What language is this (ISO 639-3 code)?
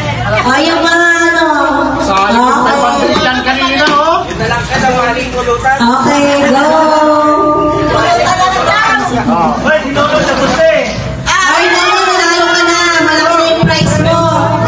fil